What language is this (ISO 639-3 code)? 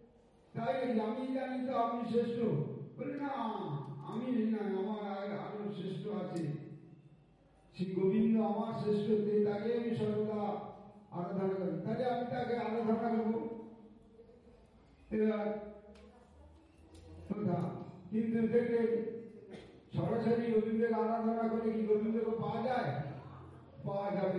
ben